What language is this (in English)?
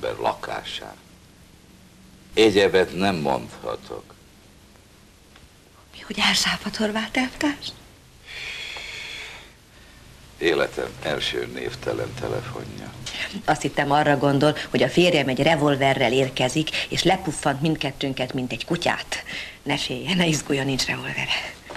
Hungarian